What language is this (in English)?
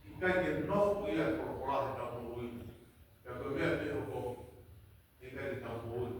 Tongan